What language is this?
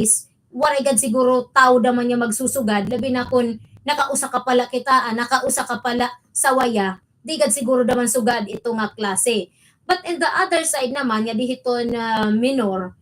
Waray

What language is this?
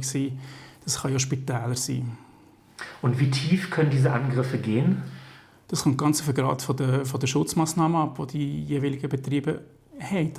Swiss German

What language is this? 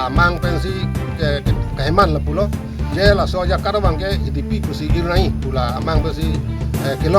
Karbi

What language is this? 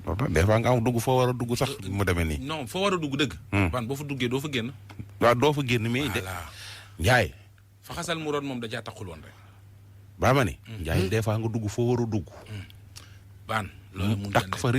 Wolof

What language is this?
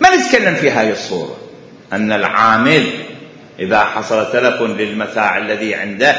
Mesopotamian Arabic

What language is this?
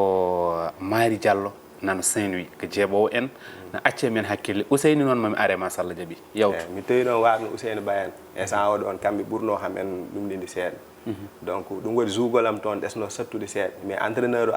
Fula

